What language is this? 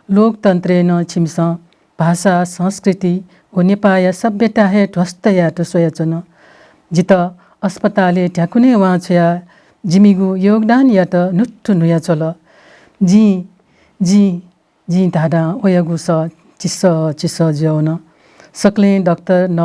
Newari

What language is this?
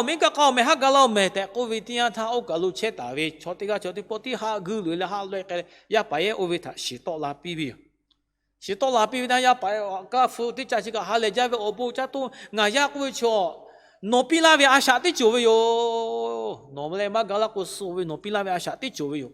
Lahu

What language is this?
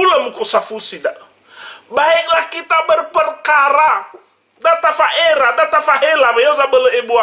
Nias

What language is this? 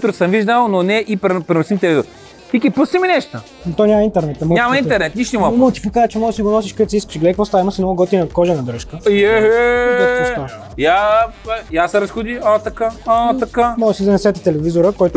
Bulgarian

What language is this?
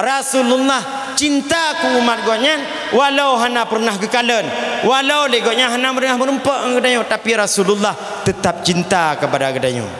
Achinese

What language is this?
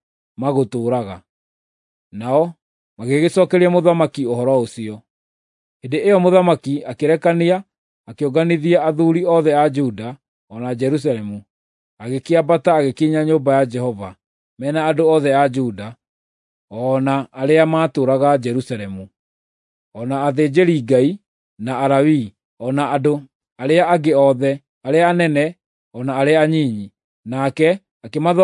Kikuyu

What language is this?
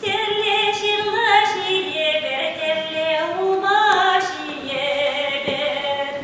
Chuvash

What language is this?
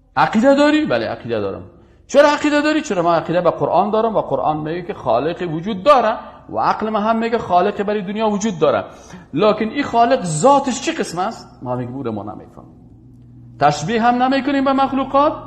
Persian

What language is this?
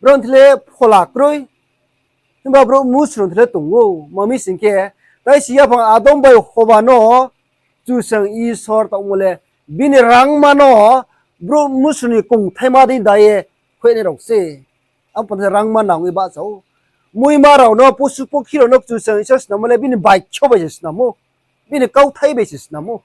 Riang (India)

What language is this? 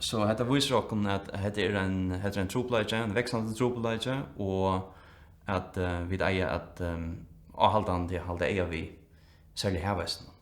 Faroese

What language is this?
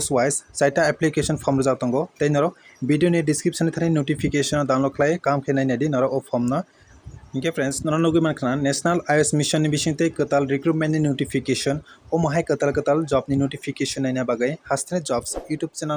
Kok Borok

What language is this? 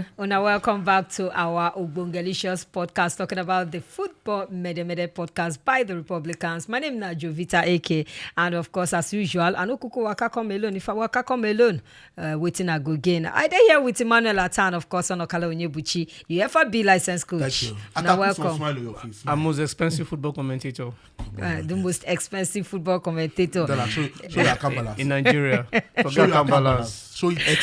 Nigerian Pidgin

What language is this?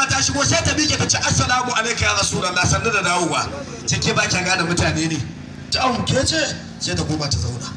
Hausa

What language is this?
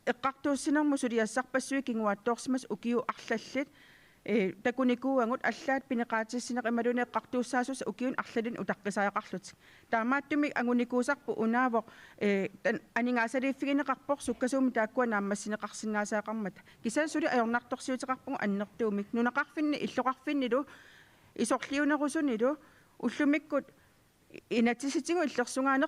Kalaallisut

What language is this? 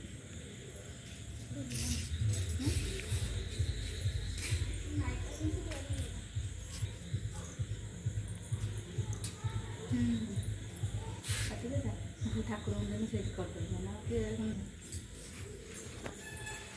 Odia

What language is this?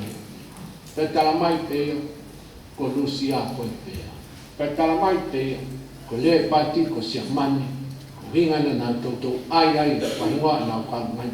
Tongan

